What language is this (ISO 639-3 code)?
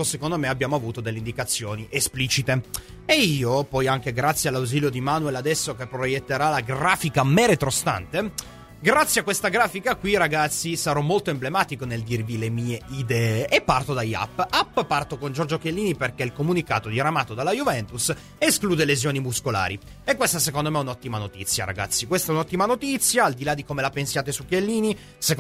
ita